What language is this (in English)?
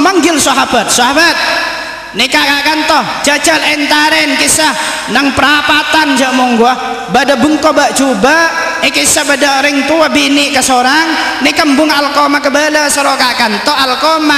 Madurese